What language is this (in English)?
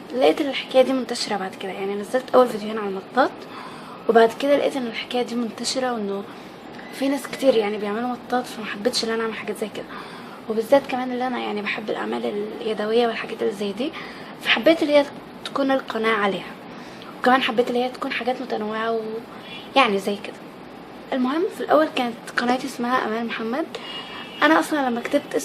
Egyptian Arabic